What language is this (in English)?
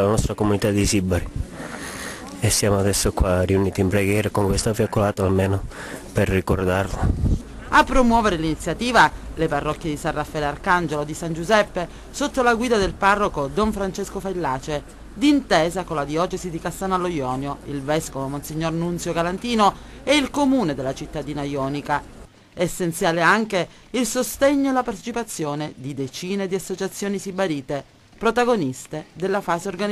Italian